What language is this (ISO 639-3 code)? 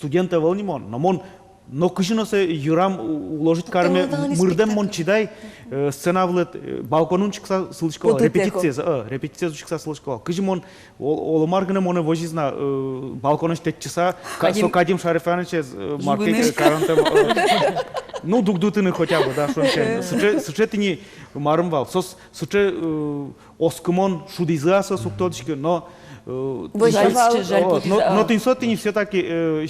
udm